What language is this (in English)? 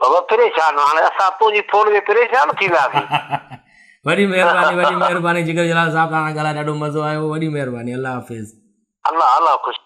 Sindhi